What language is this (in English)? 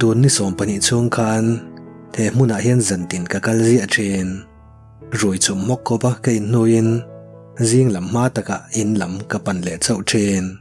Mizo